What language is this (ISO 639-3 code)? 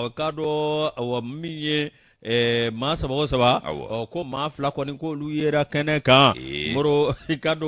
bam